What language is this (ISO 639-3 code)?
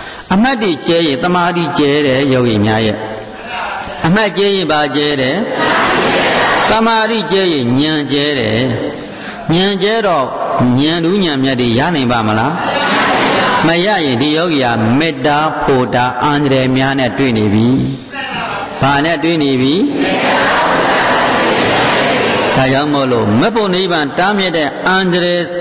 mya